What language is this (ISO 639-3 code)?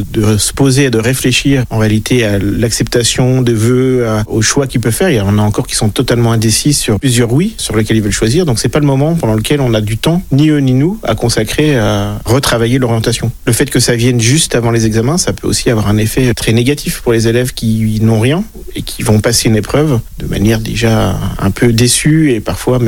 fra